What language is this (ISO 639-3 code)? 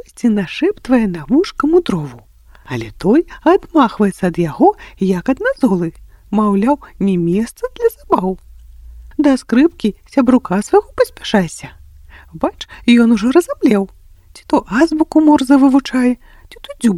bel